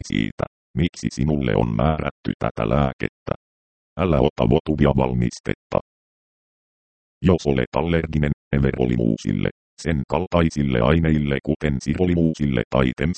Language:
Finnish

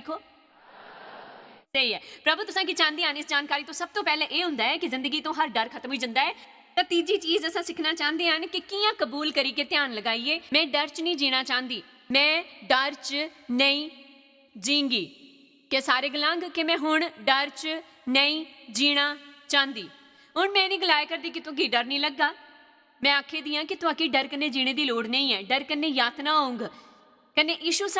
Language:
Dogri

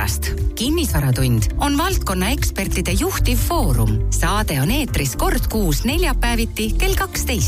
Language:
Estonian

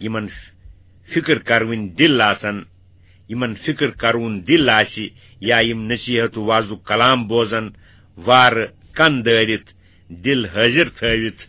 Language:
Kashmiri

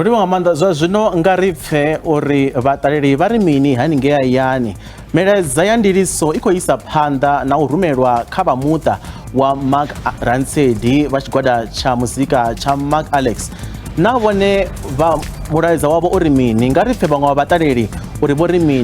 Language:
Venda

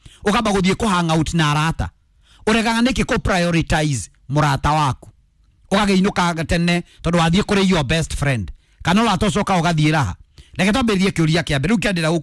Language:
Kikuyu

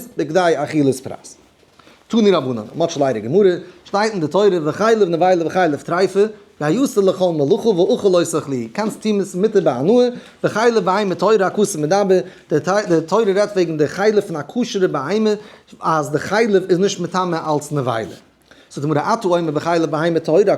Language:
Yiddish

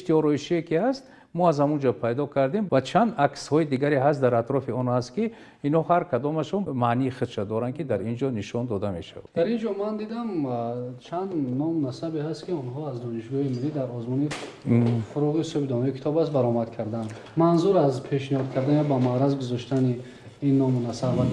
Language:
Tajik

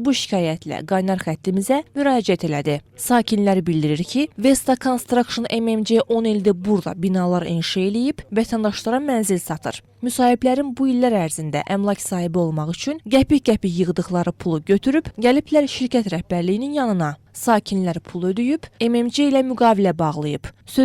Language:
Azerbaijani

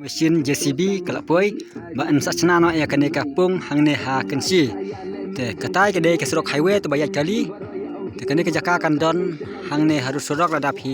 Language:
Khasi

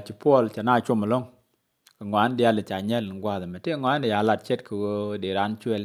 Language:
Nuer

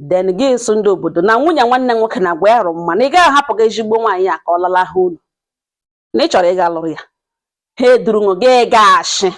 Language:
Igbo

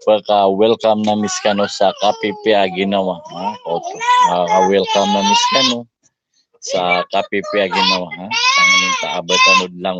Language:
Maranao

